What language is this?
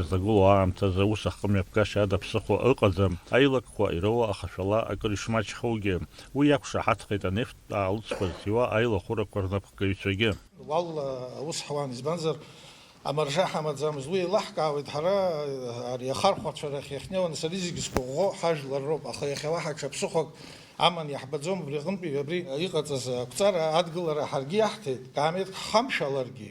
Abkhazian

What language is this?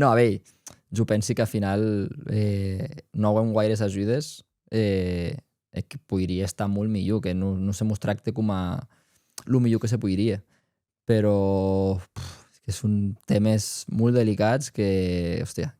Occitan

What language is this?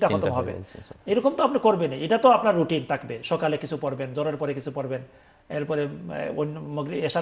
Bangla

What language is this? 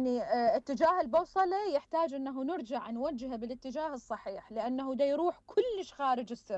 Mesopotamian Arabic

